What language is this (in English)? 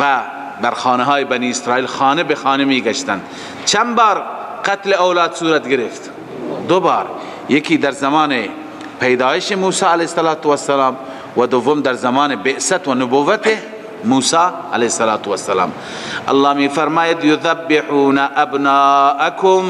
Persian